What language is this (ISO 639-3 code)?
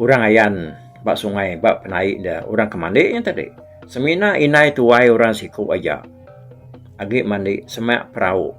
iba